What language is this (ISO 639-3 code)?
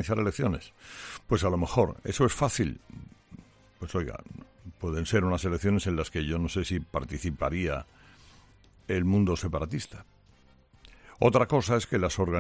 spa